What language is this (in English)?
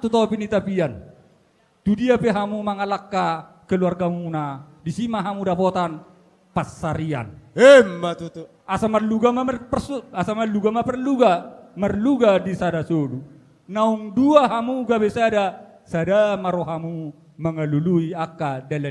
Batak Toba